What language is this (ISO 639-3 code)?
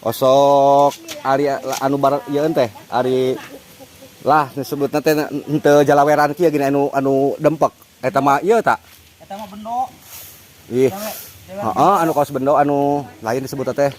sun